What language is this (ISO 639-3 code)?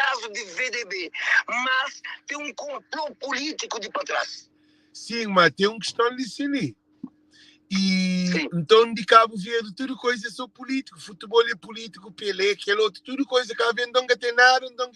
kea